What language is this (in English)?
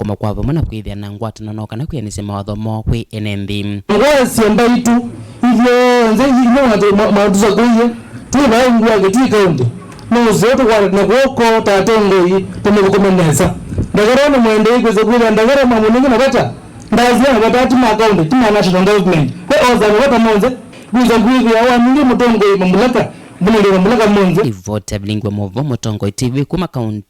Kamba